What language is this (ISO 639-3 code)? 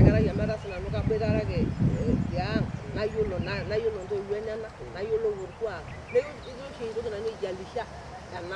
mas